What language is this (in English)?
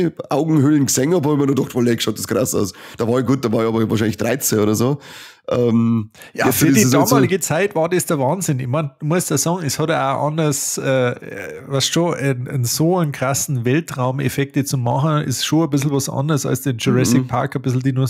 Bavarian